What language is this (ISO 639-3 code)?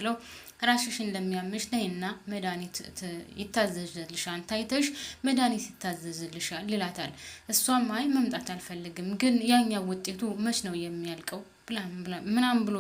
amh